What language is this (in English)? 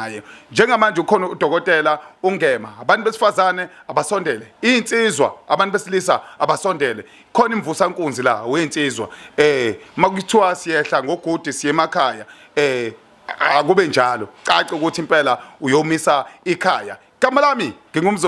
Zulu